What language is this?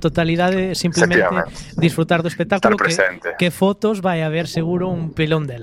Galician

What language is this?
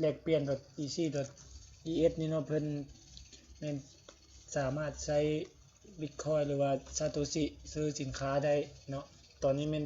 Lao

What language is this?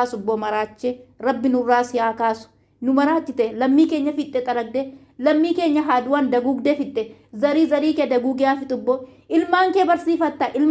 Oromo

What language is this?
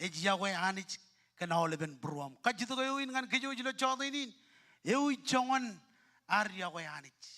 Marshallese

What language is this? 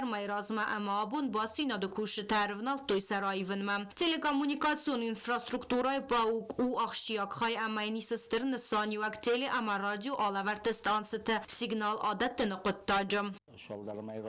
Ossetic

